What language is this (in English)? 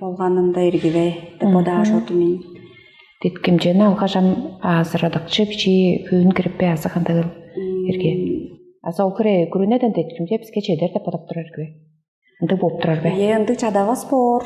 Tuvinian